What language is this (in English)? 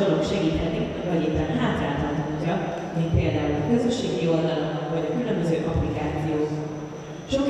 Hungarian